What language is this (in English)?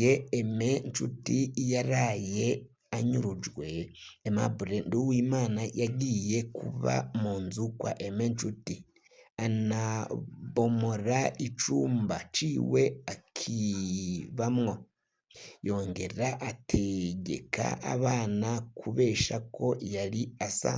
Rundi